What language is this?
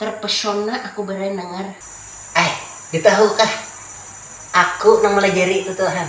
Banjar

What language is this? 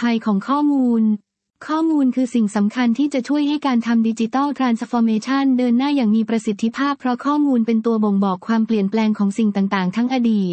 Thai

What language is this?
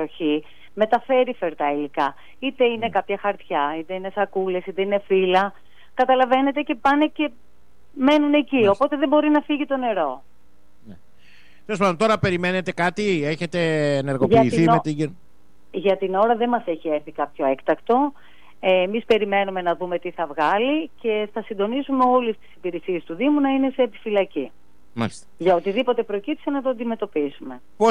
Greek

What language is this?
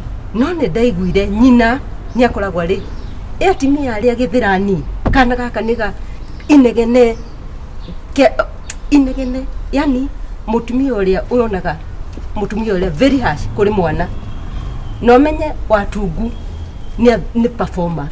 Kikuyu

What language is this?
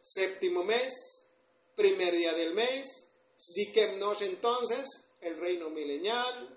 Tzotzil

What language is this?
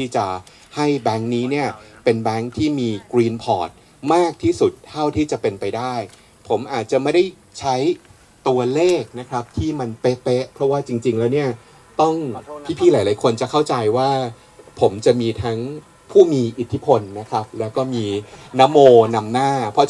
Thai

